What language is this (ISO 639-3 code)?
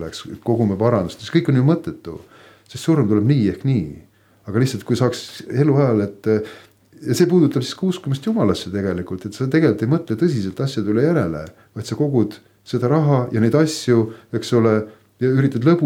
est